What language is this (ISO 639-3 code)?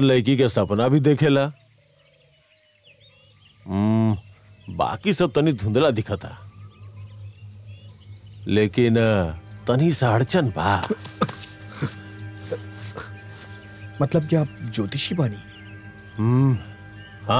bho